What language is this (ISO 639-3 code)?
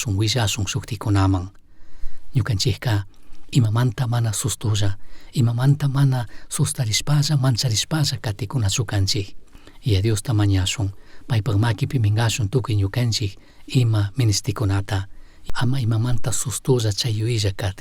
qug